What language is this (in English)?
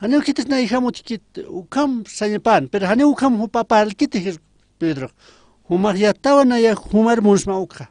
Aymara